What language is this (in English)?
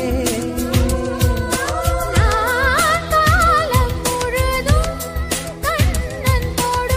Tamil